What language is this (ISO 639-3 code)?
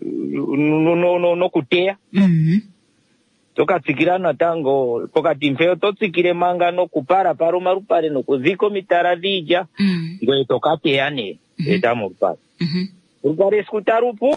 kua